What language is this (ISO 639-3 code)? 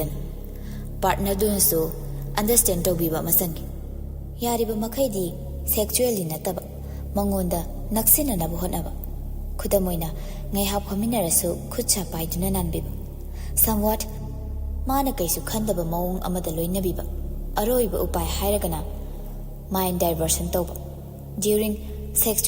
mni